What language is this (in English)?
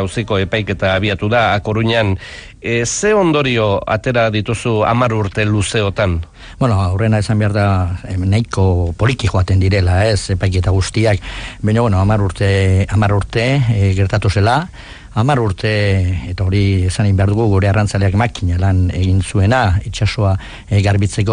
Basque